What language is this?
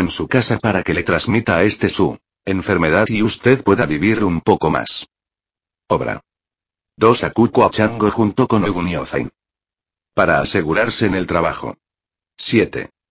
Spanish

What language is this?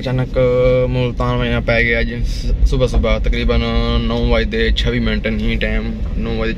Saraiki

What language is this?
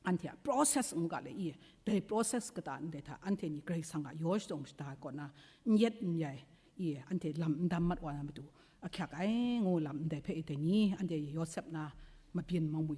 Kachin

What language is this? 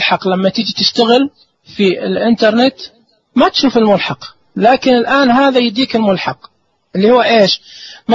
Najdi Arabic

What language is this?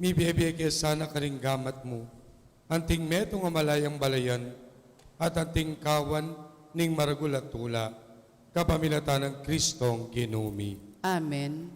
Pampanga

